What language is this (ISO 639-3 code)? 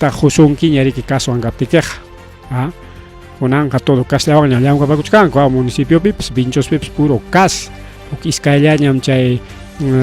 quy